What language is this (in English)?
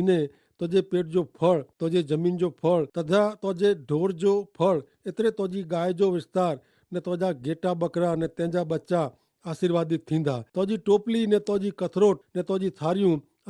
Kachhi